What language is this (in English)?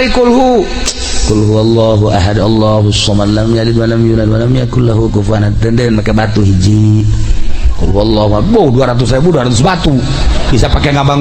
Sundanese